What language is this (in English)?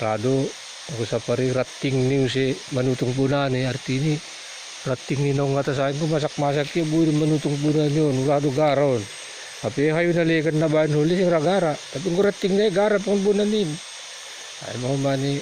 Batak Simalungun